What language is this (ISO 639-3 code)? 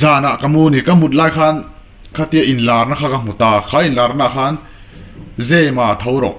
lus